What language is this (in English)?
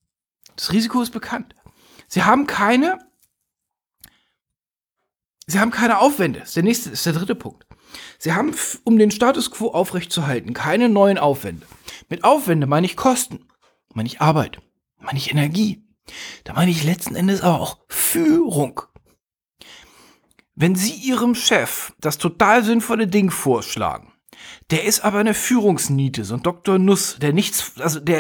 German